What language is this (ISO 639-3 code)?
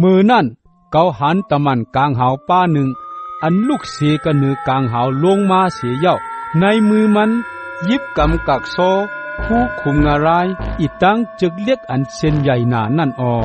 shn